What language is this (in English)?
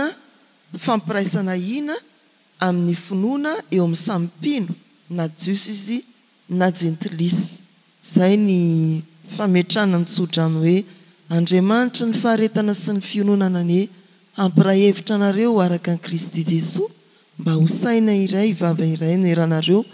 Malagasy